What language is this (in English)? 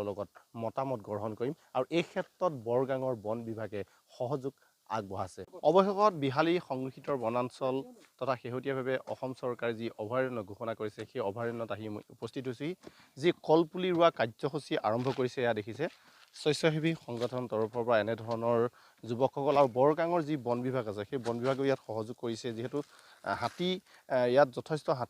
Assamese